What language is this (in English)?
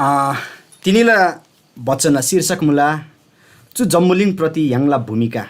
Eastern Tamang